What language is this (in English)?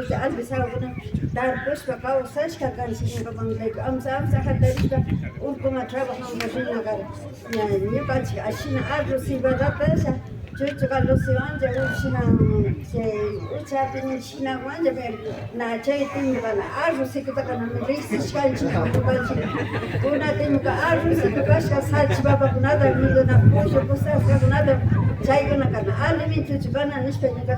Imbabura Highland Quichua